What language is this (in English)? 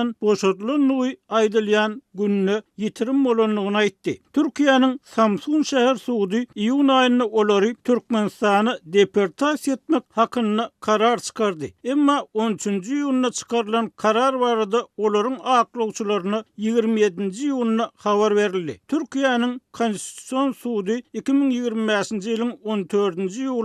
Turkmen